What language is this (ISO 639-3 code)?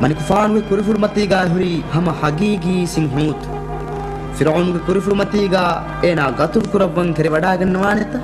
div